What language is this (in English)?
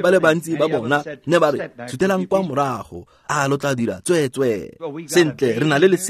Tswana